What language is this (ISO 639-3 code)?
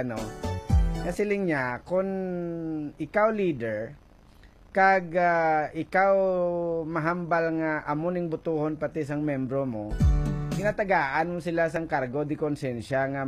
hil